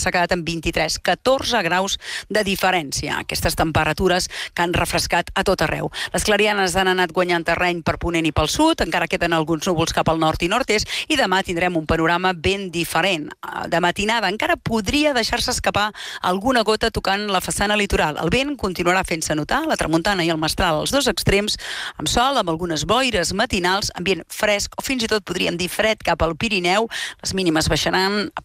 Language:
Catalan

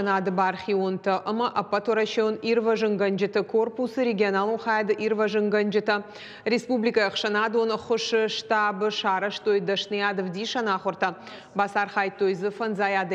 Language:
Ossetic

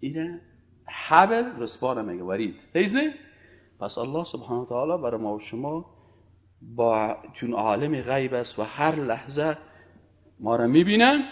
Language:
Persian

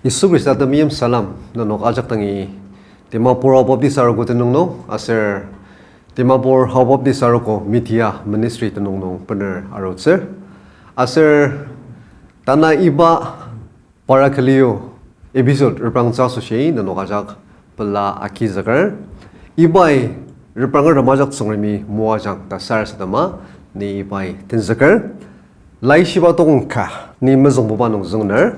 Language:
Ao Naga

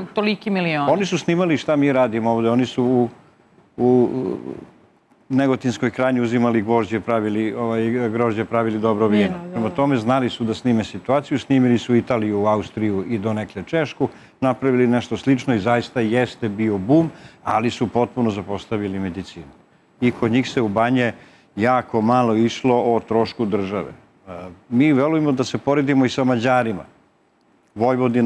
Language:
Serbian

